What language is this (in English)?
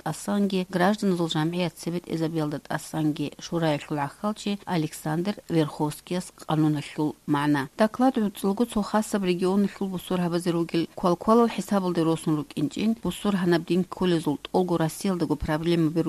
Avaric